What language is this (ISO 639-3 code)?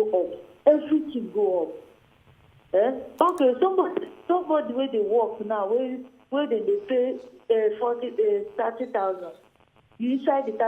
pcm